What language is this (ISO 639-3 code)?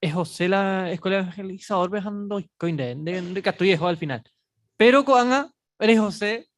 grn